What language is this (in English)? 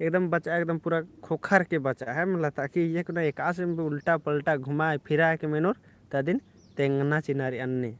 Kurukh